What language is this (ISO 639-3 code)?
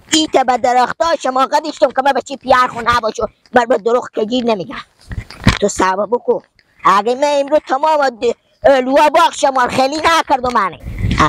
fas